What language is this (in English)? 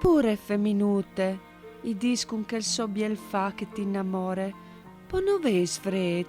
Friulian